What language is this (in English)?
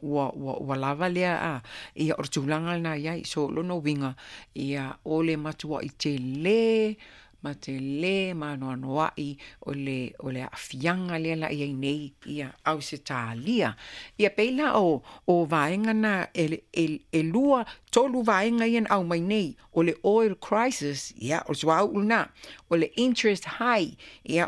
Samoan